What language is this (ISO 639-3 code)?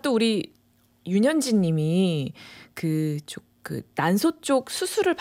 kor